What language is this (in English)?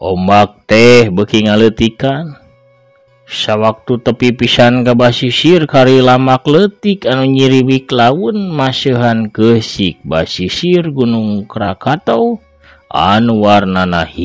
Sundanese